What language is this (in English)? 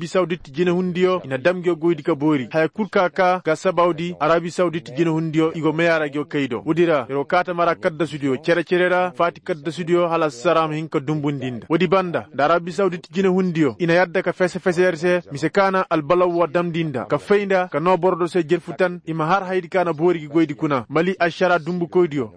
Koyraboro Senni